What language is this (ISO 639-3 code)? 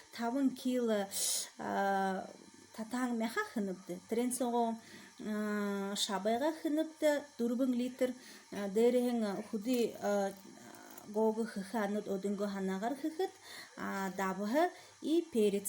bua